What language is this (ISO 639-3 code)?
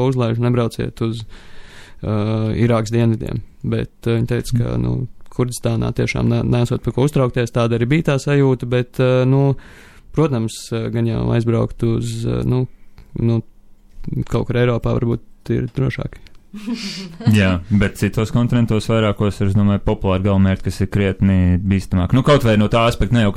lav